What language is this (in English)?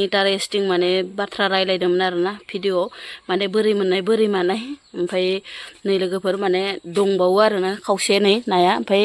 Bodo